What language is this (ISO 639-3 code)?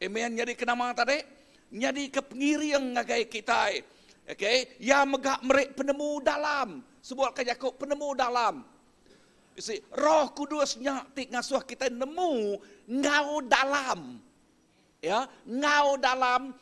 iba